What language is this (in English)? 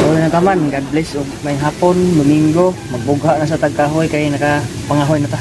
Cebuano